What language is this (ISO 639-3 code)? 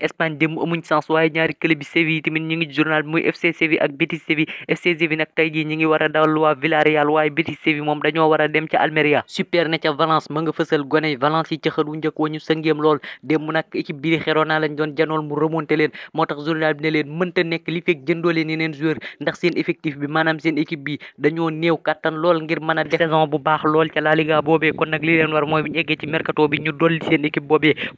wol